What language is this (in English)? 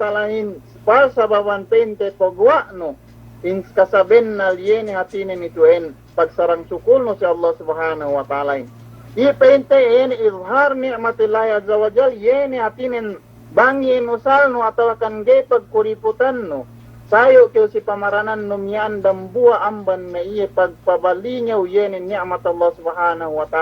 Yakan